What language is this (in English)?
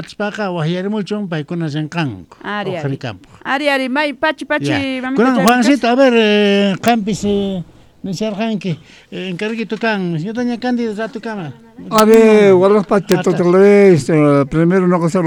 South Bolivian Quechua